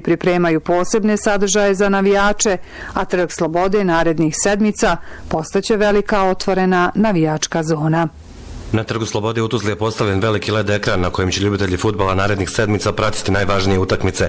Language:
Bosnian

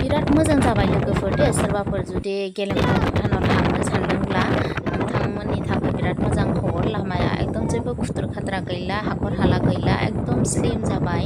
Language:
Bodo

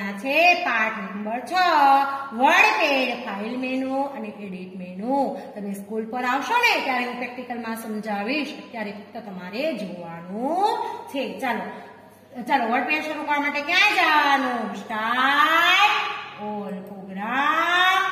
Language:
Gujarati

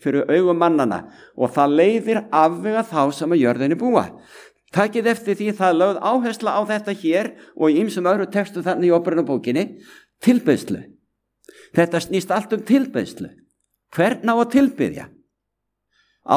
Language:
Icelandic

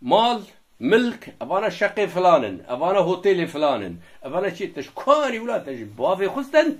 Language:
Kurdish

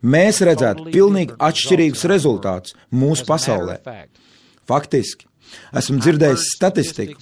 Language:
Latvian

